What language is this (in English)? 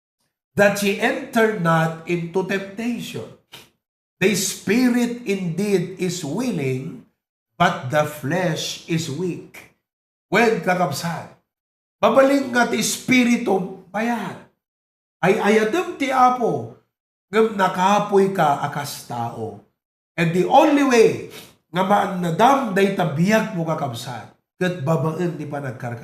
Iloko